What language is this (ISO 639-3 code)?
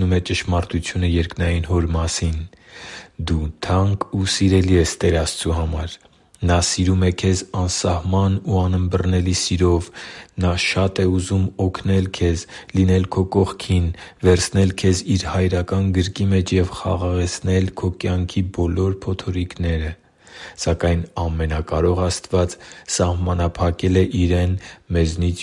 hye